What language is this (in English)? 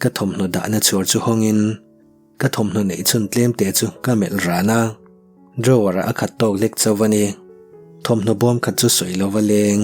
Mizo